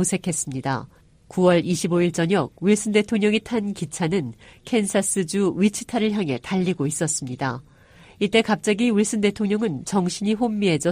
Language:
Korean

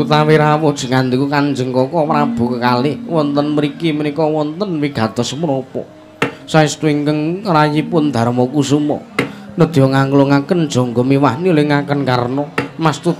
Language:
Javanese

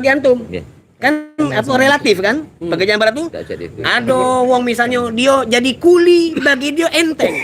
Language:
Musi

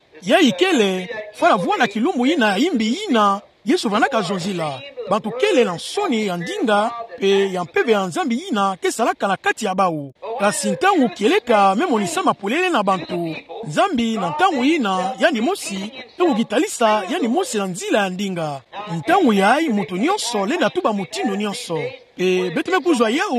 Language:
Kituba (Democratic Republic of Congo)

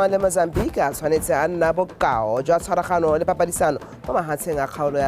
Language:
Tswana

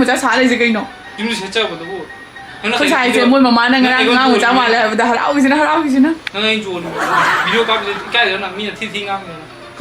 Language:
Manipuri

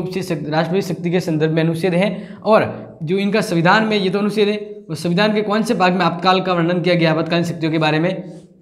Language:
Hindi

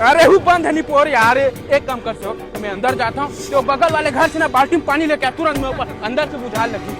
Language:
Chhattisgarhi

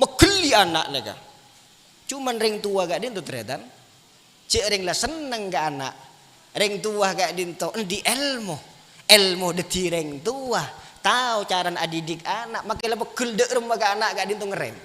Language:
Madurese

